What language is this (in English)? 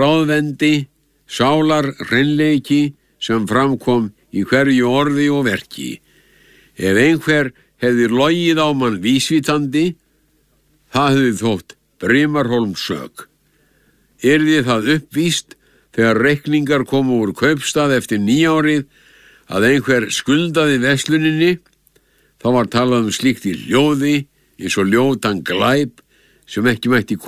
Icelandic